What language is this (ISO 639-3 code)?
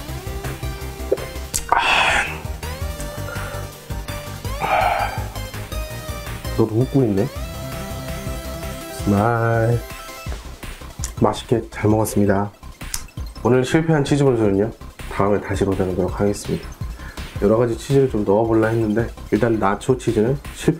kor